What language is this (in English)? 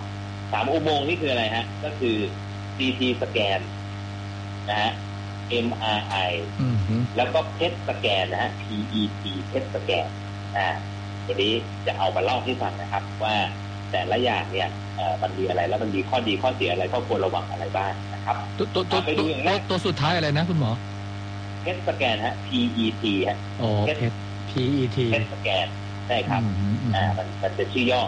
Thai